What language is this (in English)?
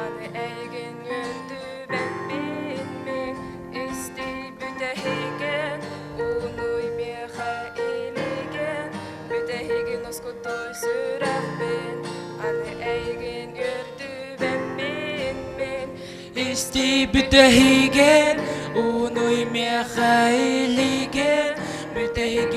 Yakut